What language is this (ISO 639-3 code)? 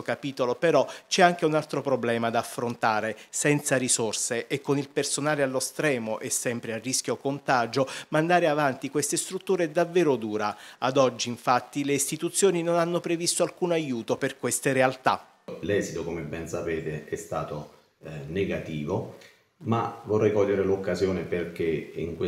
ita